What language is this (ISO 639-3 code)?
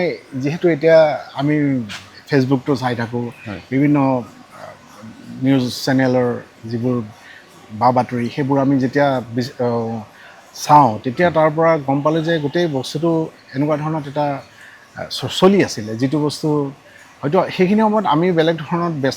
asm